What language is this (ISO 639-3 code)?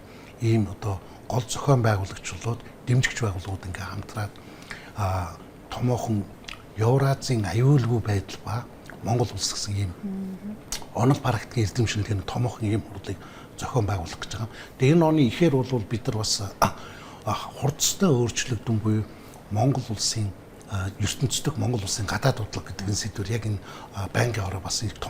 mon